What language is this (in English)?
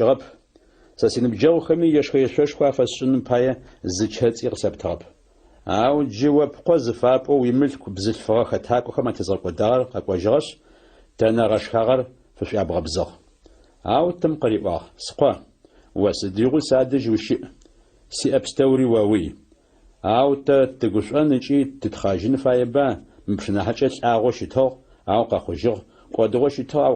Adyghe